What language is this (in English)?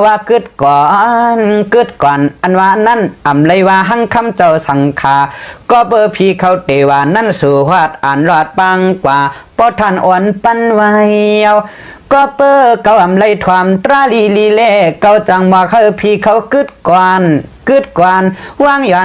Shan